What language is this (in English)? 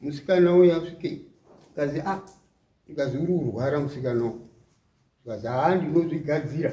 Shona